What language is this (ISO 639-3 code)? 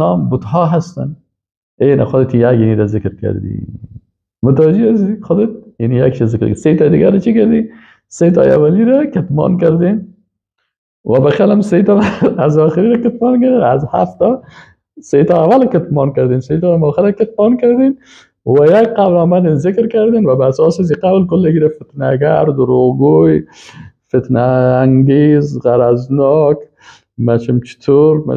fas